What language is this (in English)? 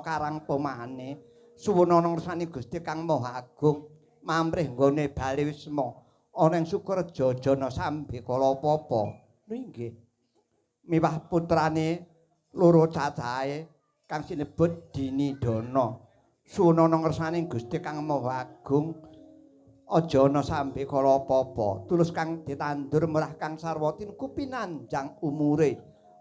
Javanese